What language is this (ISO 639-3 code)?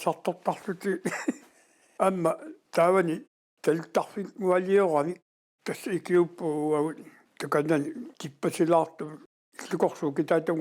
kal